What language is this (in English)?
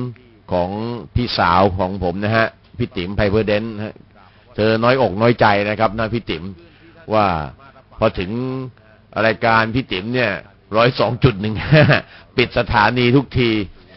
Thai